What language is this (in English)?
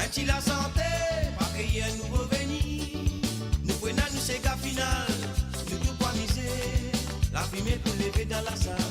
Morisyen